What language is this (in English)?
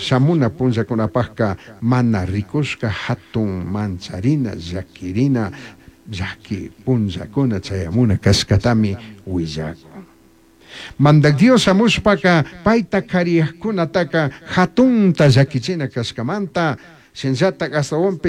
Chimborazo Highland Quichua